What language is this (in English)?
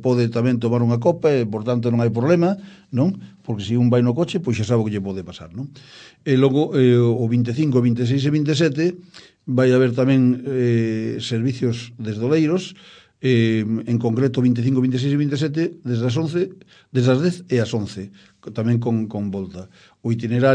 Galician